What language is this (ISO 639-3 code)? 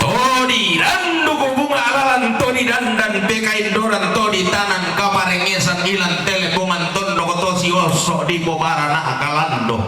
sda